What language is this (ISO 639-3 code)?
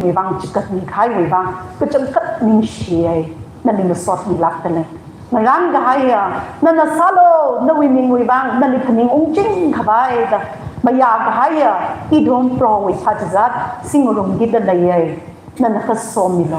nmf